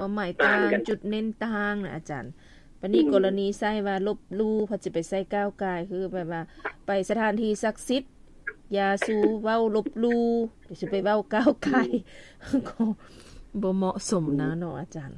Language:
Lao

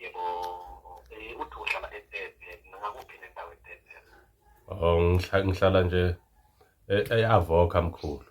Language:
Zulu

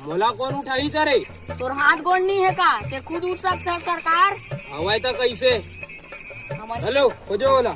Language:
Chhattisgarhi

